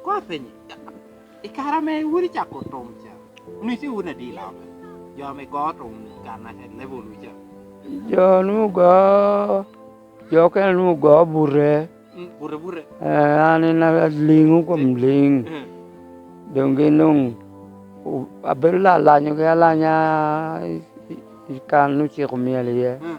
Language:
Lango (Uganda)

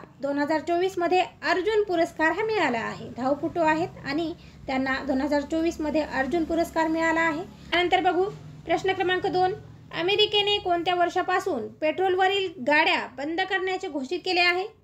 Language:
Marathi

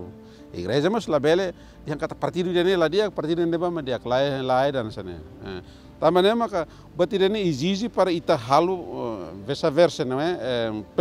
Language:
Tetum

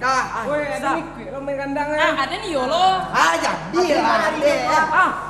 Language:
Minangkabau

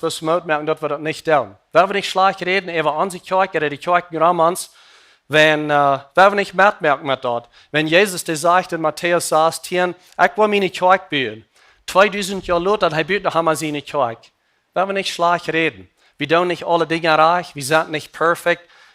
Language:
Plautdietsch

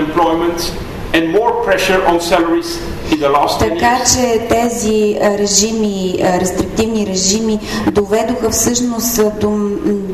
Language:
Bulgarian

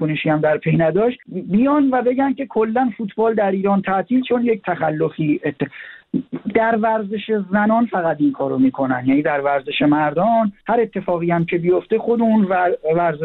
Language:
Persian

